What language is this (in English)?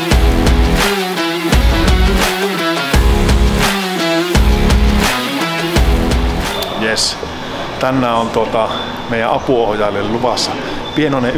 Finnish